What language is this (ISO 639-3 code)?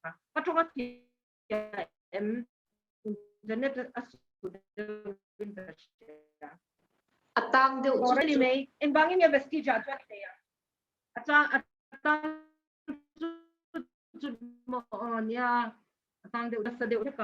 lus